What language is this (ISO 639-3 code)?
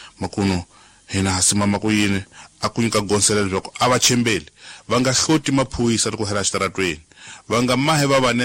tso